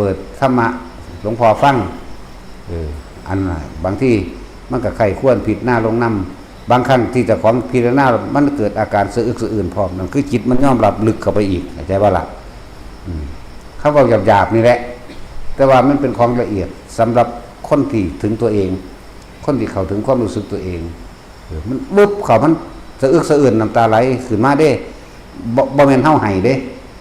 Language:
Northeastern Thai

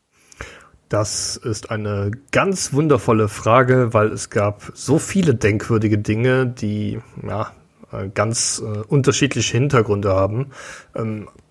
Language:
German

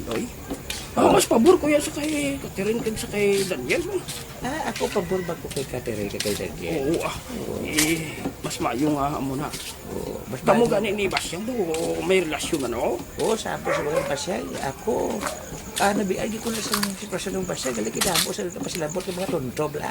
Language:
Hiligaynon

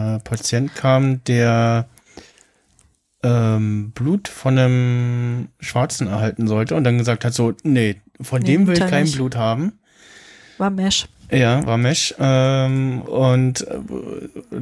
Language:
German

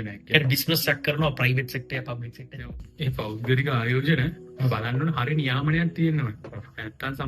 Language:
Sinhala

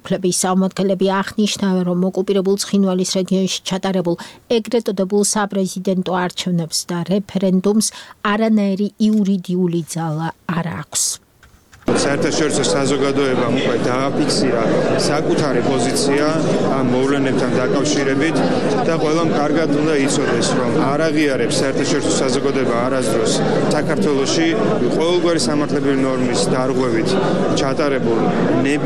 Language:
Georgian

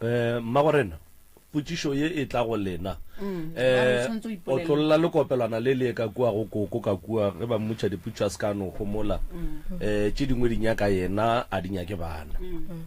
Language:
Northern Sotho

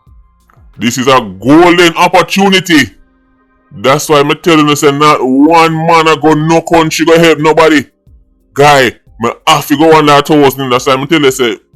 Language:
Jamaican Creole English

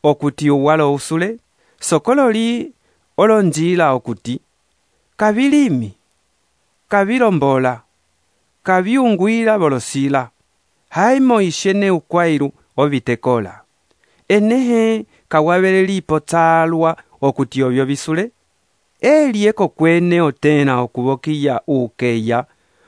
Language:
Umbundu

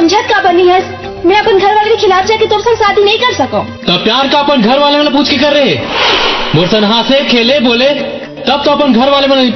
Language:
Chhattisgarhi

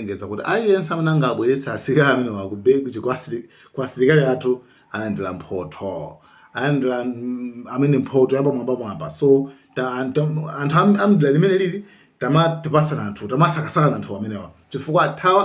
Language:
Nyanja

